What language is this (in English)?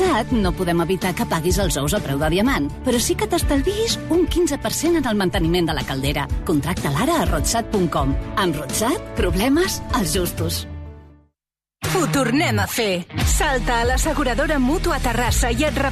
Catalan